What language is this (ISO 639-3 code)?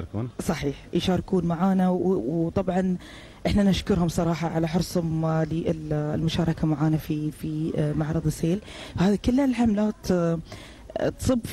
afb